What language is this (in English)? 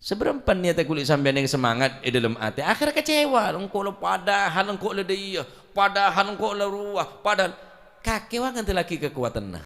Madurese